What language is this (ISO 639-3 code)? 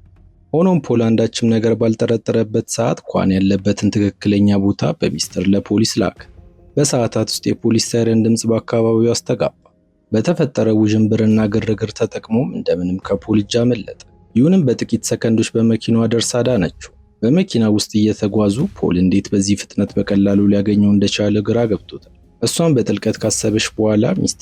amh